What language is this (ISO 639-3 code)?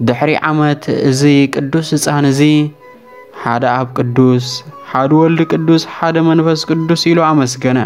tir